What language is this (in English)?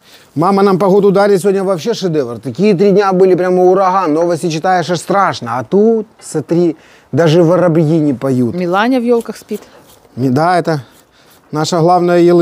Russian